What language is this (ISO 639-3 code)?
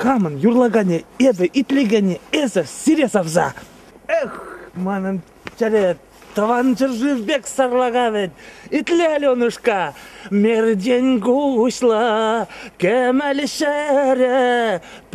chv